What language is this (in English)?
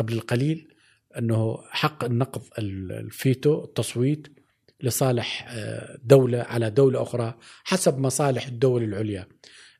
Gulf Arabic